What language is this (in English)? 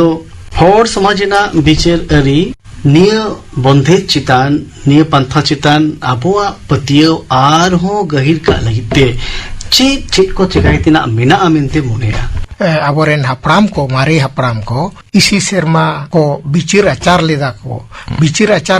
Santali